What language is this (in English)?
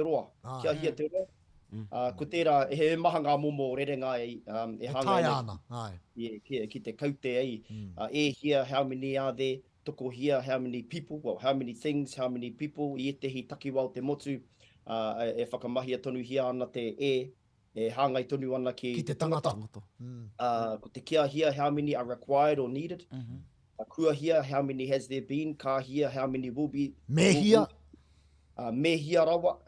Māori